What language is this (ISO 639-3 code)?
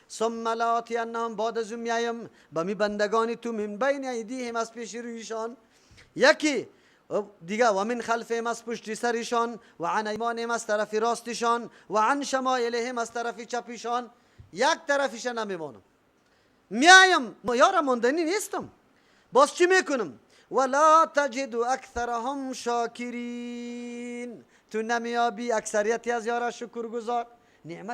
fas